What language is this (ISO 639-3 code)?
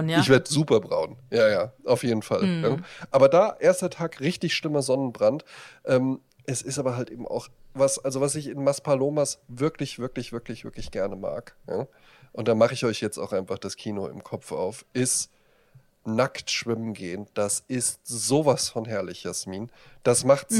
deu